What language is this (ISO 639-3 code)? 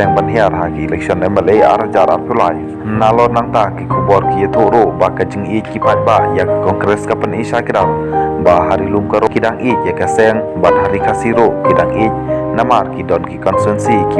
kha